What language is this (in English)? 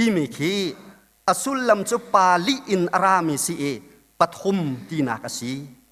Hakha Chin